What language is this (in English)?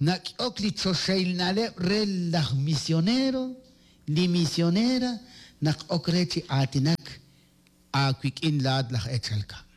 Kekchí